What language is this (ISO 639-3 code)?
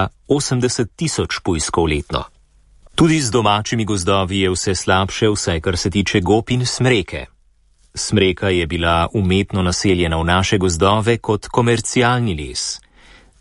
slv